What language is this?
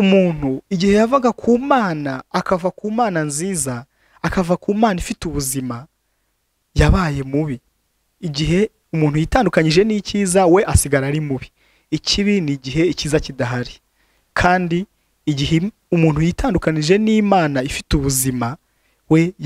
Kinyarwanda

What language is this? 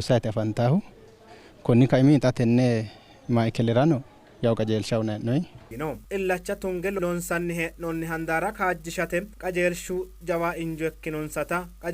Sidamo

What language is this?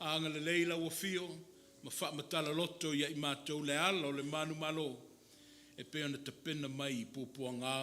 Samoan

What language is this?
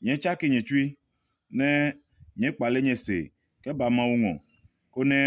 Adangme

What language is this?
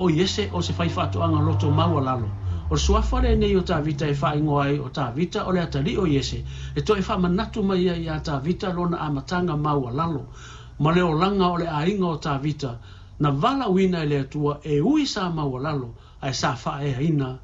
Samoan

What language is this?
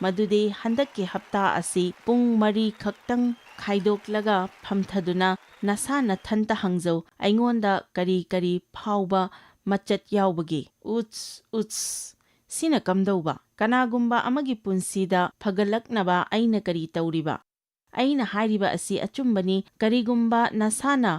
Manipuri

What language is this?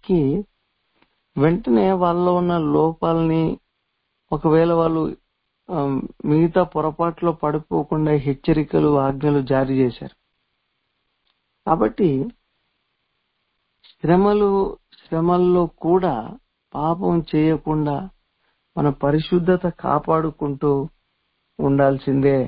Telugu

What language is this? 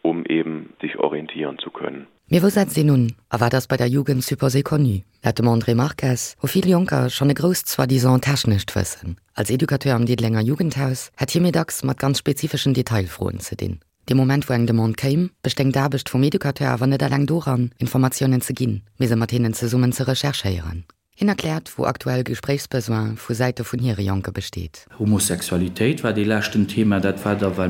Luxembourgish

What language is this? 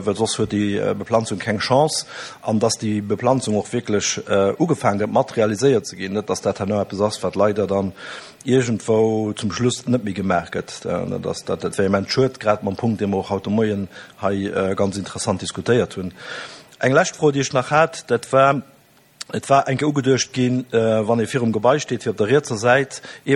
Luxembourgish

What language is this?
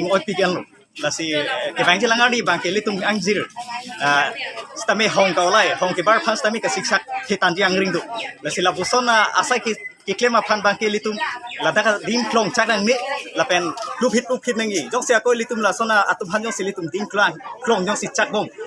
Karbi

